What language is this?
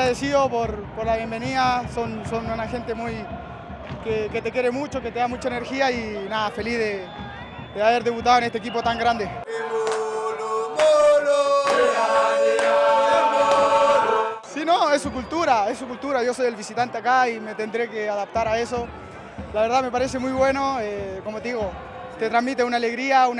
Spanish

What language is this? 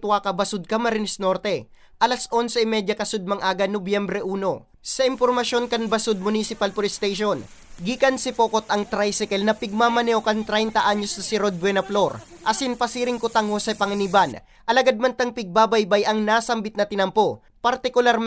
Bikol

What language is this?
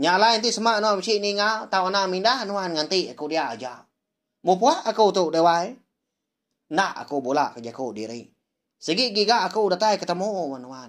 Iban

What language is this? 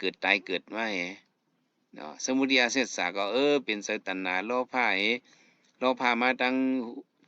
Shan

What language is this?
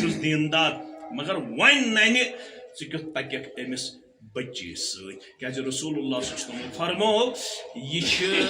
Kashmiri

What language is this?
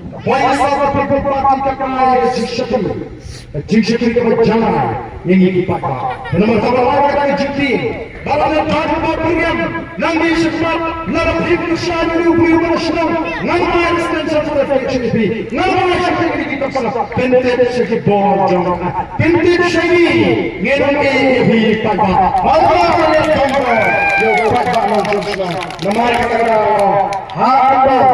Khasi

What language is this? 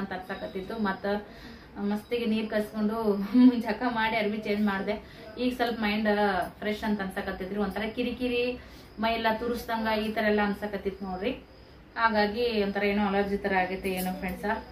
Kannada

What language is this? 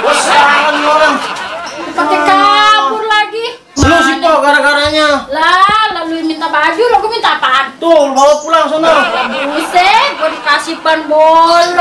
Betawi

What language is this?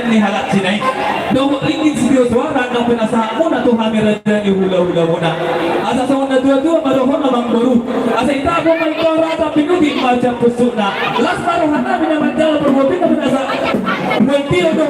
Batak Toba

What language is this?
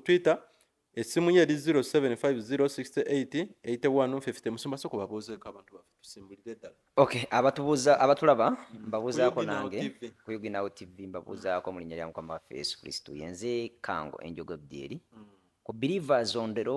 Ganda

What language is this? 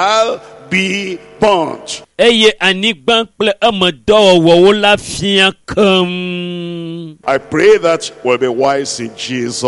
Ewe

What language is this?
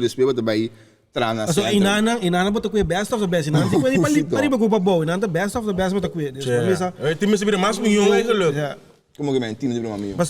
Papiamento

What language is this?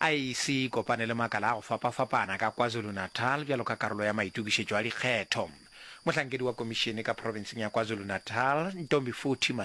Northern Sotho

